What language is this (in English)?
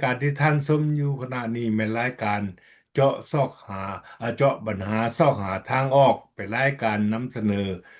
Lao